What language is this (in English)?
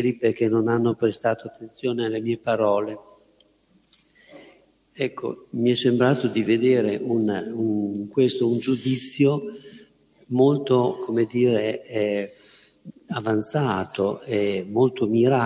Italian